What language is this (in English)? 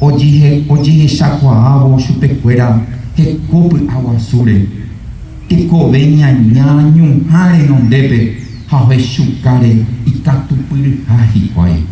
Guarani